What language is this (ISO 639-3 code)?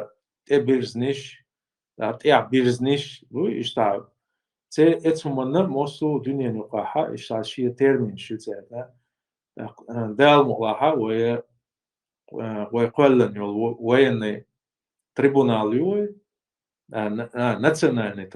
che